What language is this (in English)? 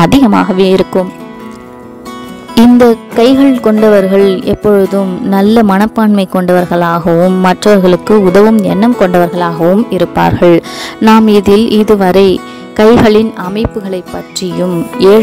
Tamil